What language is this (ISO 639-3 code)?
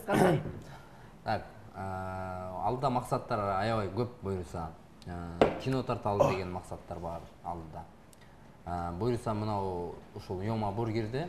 kir